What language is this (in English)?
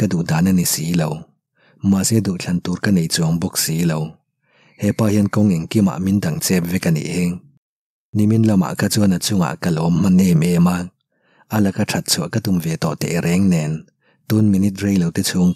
Mizo